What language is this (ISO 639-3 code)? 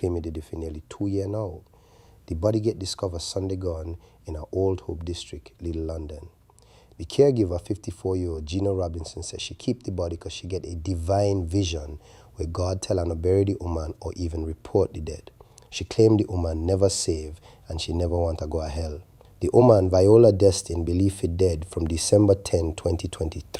jam